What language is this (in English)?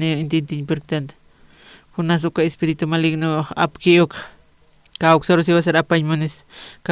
Aymara